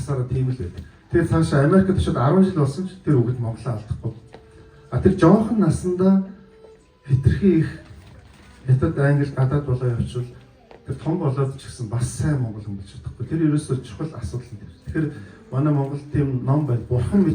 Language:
Mongolian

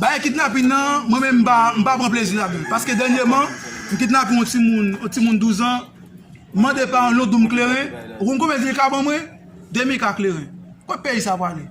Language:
Haitian Creole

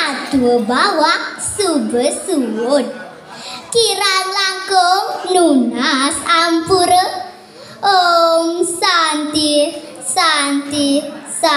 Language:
Balinese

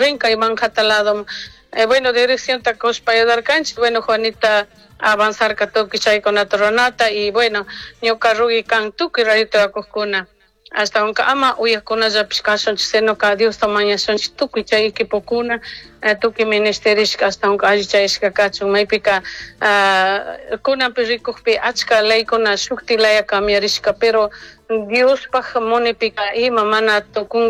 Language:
Chimborazo Highland Quichua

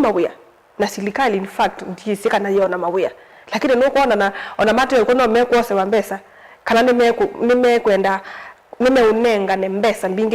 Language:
Kamba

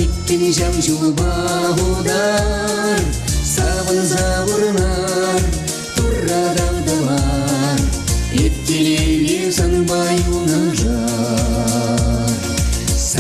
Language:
Chuvash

